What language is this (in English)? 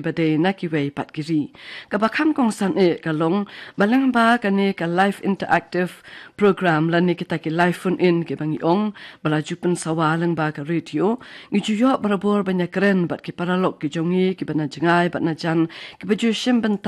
Khasi